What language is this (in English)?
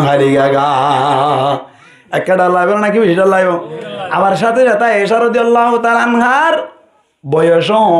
Rohingya